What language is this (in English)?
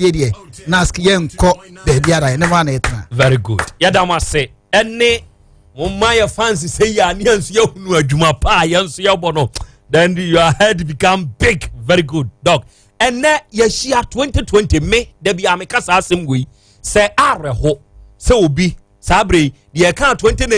Akan